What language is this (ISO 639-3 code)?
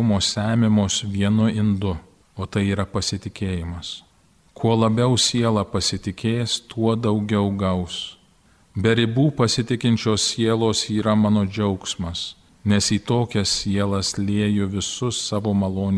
lit